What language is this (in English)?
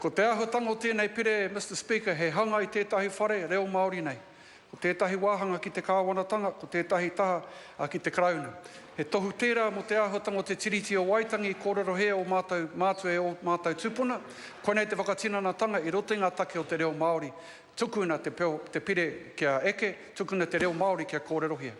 Māori